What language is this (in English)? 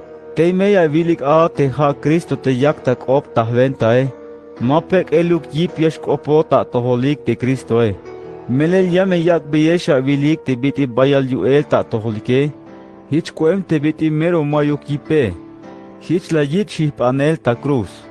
Tzeltal